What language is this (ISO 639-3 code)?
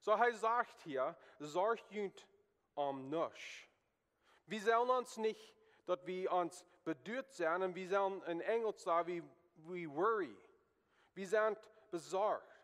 pdt